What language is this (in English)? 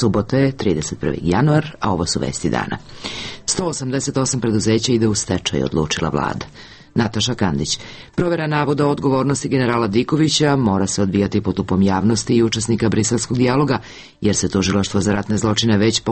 Serbian